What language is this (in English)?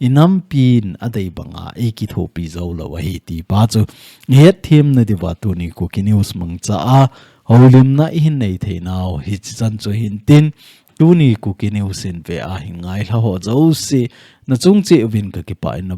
Thado Chin